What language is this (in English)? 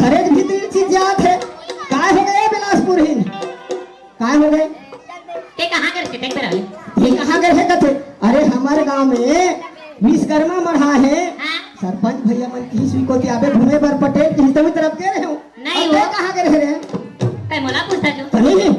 Chhattisgarhi